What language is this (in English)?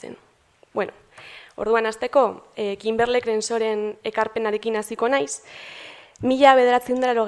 Basque